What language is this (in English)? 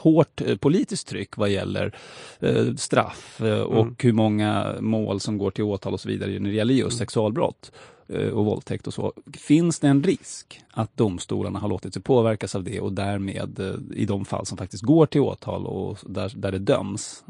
Swedish